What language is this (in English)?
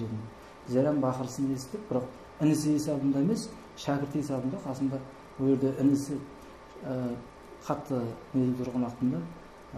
Kara-Kalpak